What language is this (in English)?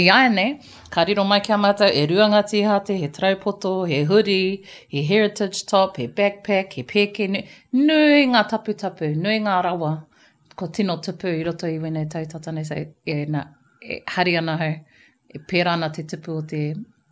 Māori